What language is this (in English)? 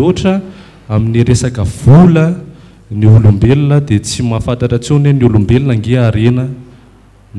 Malagasy